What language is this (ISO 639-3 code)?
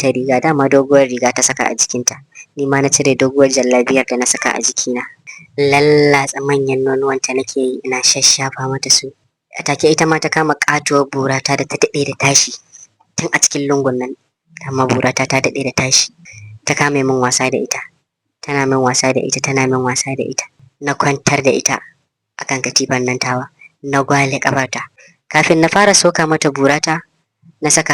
hau